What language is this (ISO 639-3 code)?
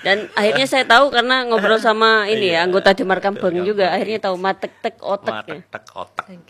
mad